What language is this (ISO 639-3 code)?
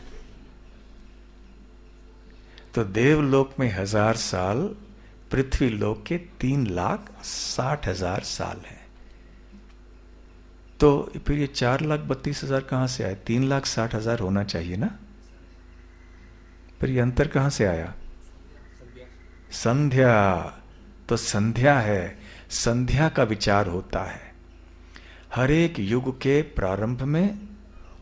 hin